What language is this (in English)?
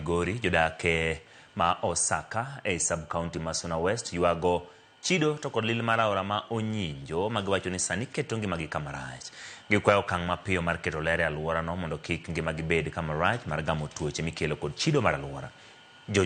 Luo (Kenya and Tanzania)